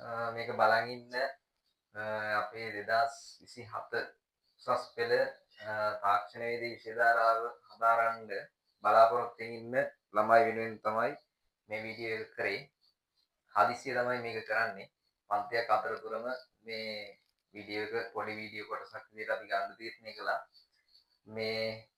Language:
Sinhala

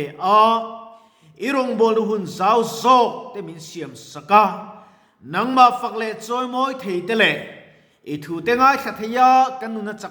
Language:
Mizo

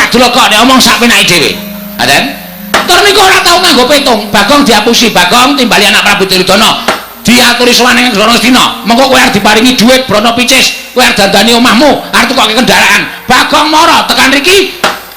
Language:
Javanese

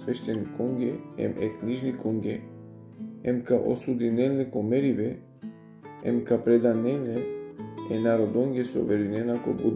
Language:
Balkan Romani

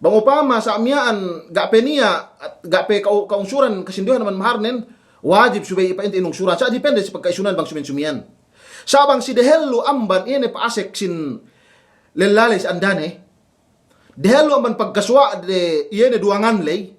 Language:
Yakan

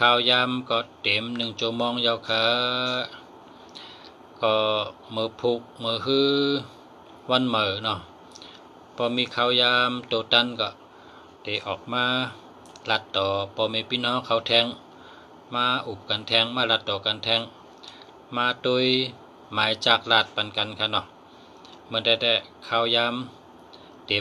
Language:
Shan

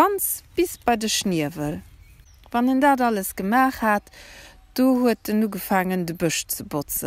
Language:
Luxembourgish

